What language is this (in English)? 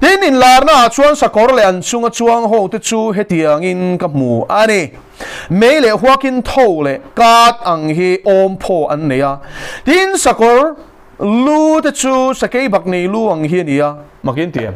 Mizo